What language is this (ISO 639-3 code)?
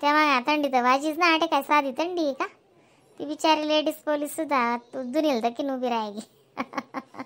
khn